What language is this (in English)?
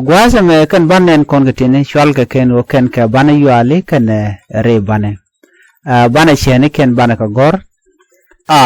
Nuer